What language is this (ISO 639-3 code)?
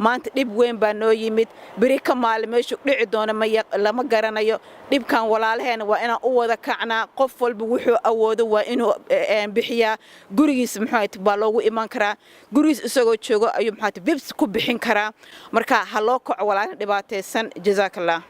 som